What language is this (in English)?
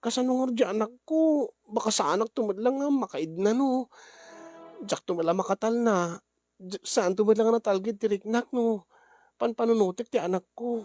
Iloko